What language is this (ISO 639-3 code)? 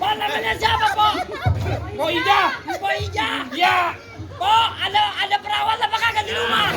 bew